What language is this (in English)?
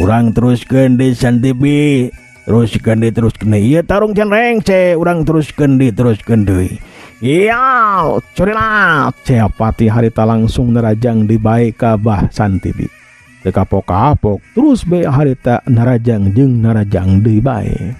Sundanese